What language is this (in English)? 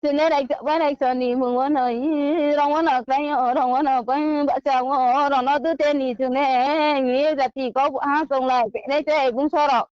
Riang (India)